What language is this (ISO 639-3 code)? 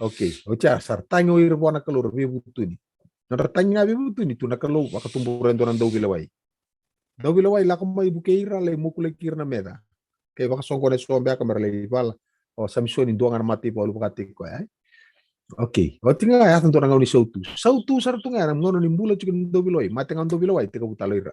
fij